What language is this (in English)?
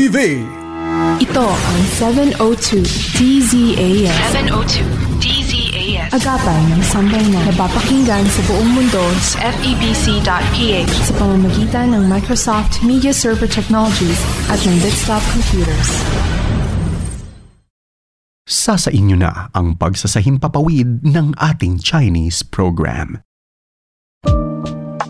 Filipino